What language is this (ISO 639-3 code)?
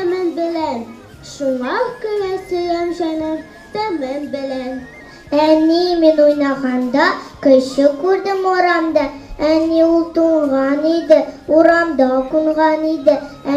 tat